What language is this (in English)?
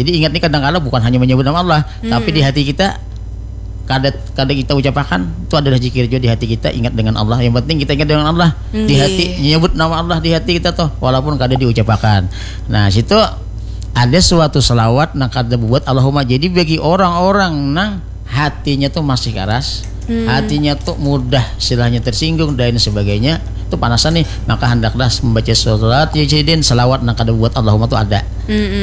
Banjar